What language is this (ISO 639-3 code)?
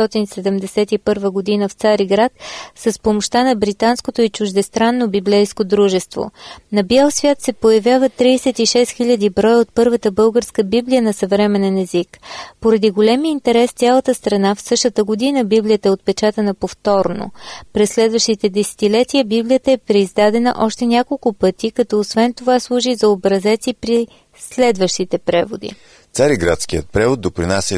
bul